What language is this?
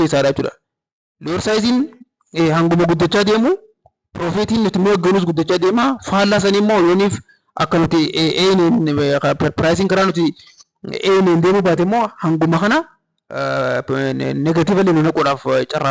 Oromo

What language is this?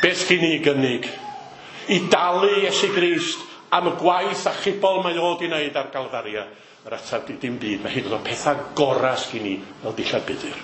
Welsh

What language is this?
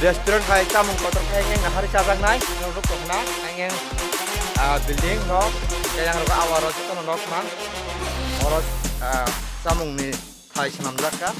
Kok Borok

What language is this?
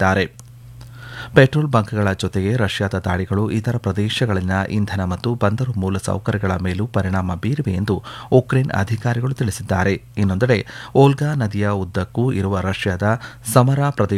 Kannada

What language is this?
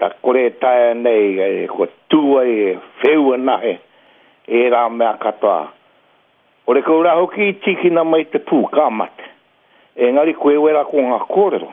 Māori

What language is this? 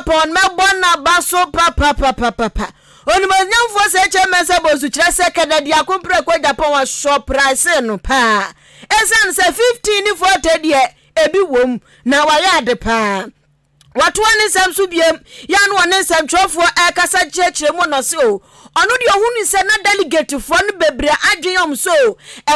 Akan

